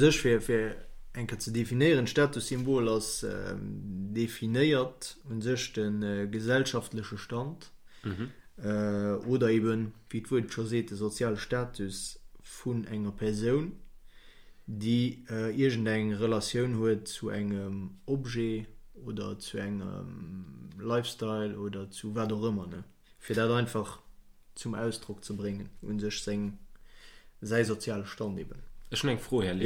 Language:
Luxembourgish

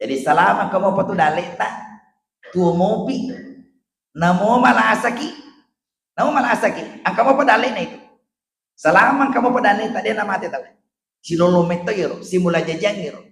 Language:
Buginese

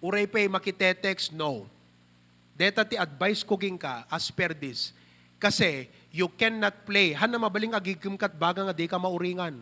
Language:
Iloko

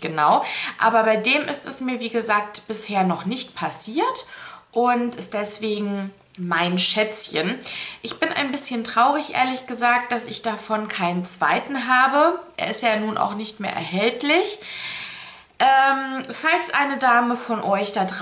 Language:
German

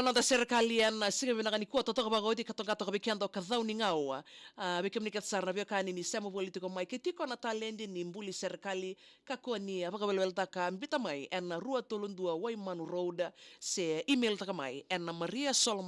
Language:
Fijian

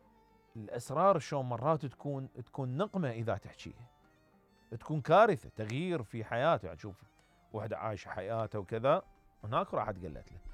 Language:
Mesopotamian Arabic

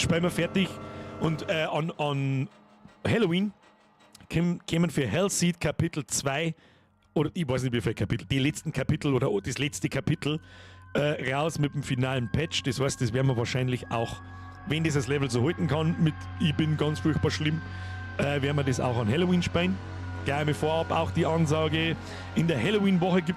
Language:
Bavarian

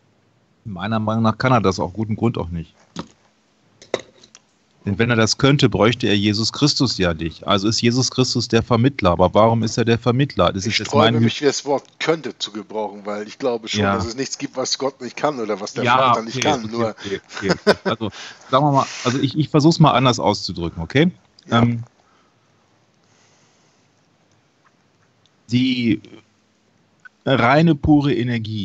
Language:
German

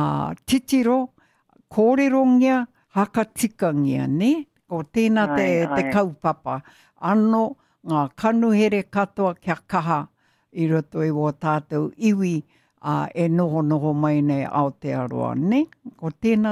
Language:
Māori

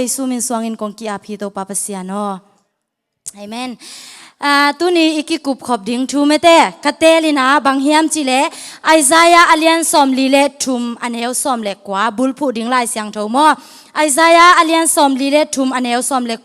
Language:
Tedim Chin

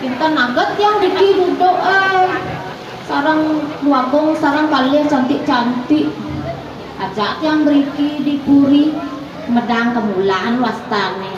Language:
Balinese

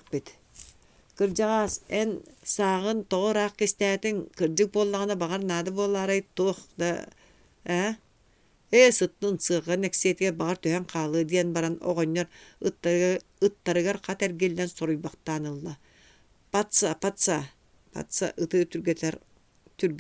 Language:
Yakut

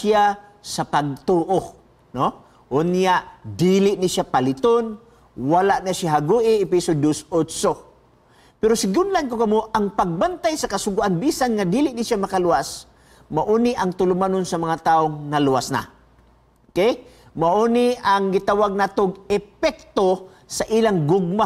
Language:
Cebuano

